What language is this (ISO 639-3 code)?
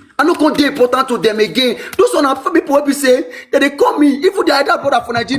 pcm